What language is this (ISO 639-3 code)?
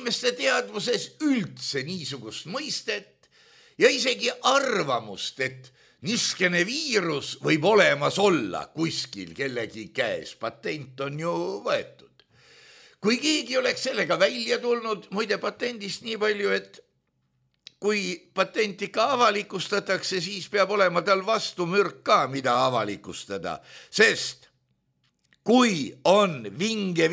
est